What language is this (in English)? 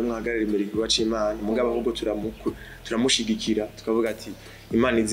Rundi